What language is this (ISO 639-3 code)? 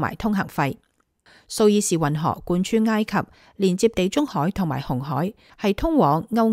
yue